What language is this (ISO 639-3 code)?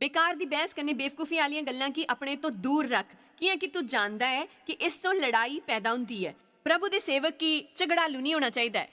doi